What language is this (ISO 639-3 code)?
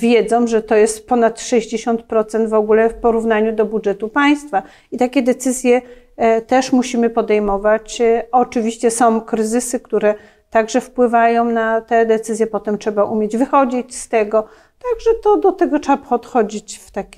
pol